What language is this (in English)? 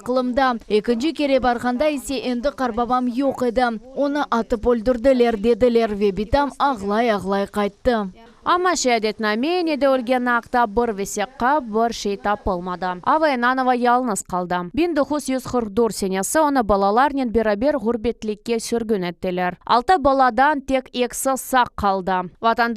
Crimean Tatar